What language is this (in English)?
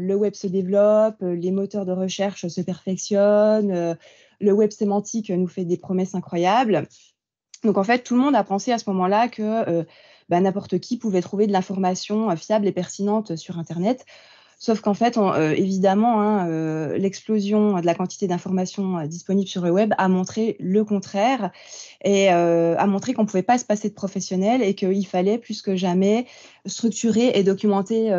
French